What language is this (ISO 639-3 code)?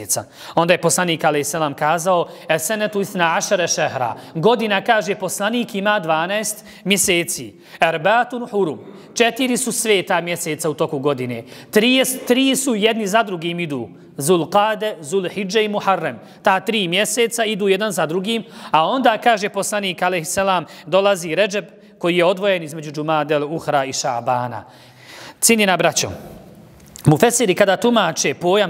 bos